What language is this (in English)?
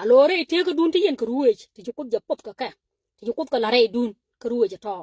Nuer